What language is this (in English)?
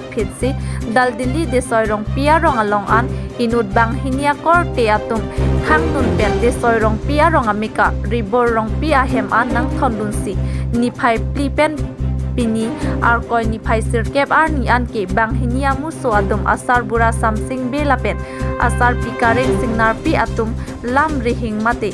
Karbi